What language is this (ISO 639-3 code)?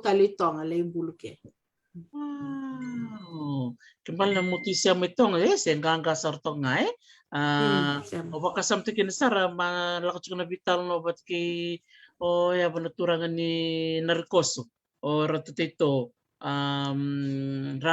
fij